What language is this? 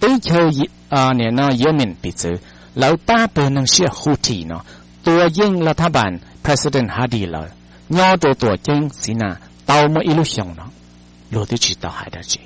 Hmong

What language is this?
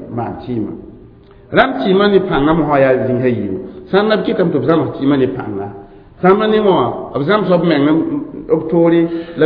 Mossi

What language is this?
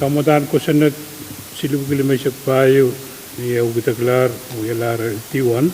Pohnpeian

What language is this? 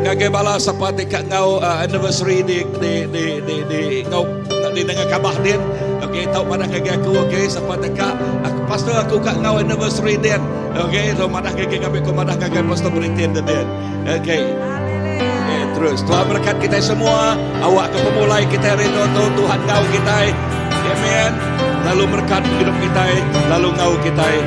Iban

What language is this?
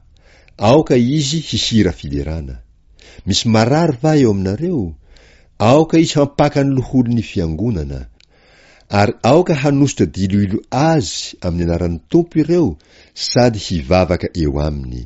Malagasy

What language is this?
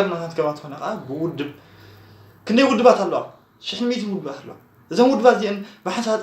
Tigrinya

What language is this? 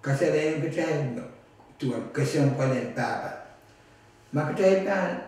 Pohnpeian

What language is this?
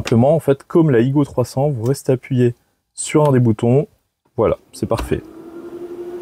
French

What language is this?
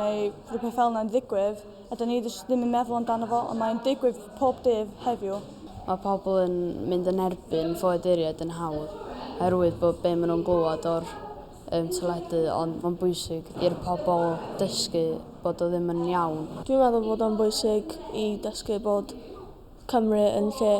Welsh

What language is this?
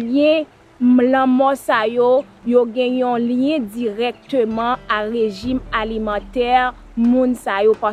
Haitian Creole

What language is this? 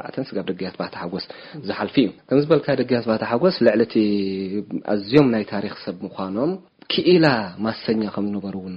Tigrinya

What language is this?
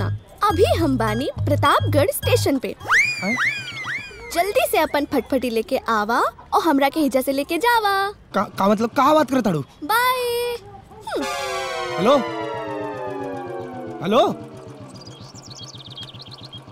Bhojpuri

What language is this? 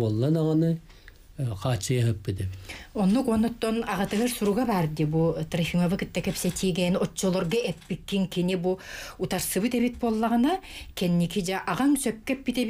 Yakut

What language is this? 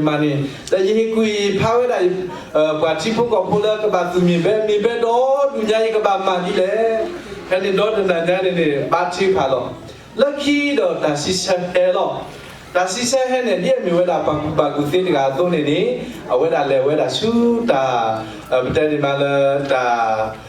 S'gaw Karen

